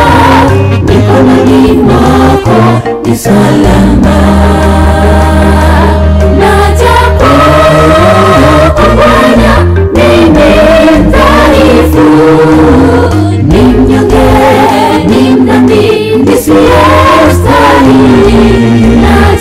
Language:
Swahili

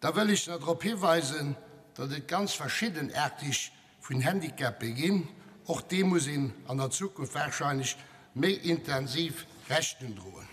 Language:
Luxembourgish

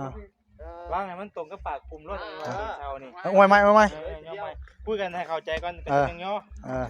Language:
Northeastern Thai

